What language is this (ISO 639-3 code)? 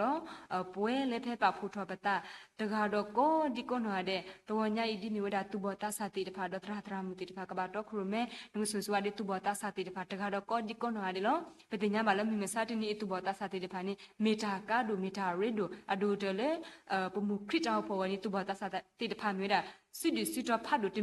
ksw